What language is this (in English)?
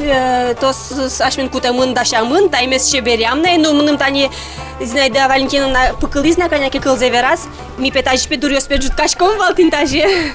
Udmurt